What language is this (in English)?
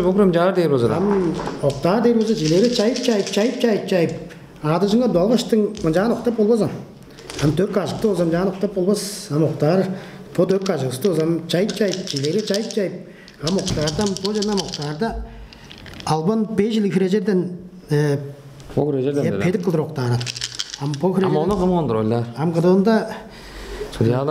Tuvinian